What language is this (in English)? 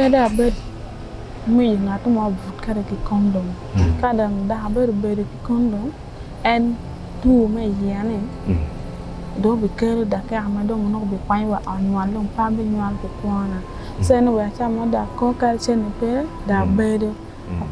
Acoli